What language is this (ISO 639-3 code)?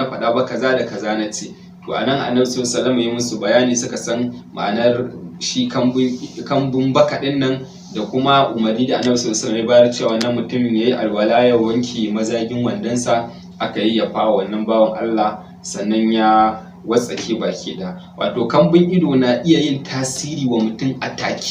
hau